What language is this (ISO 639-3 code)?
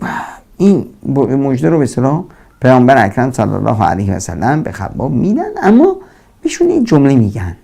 fas